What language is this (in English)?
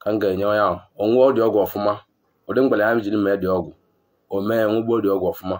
Igbo